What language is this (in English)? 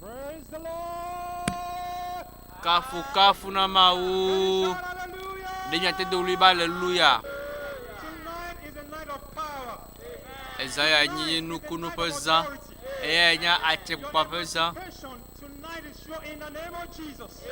Ewe